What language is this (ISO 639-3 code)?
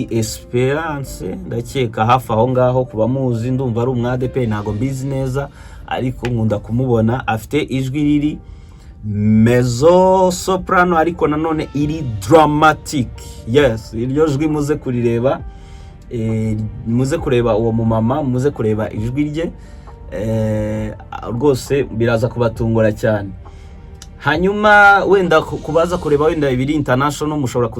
kin